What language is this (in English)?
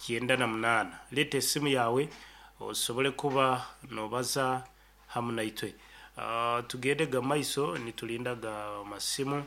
Nyankole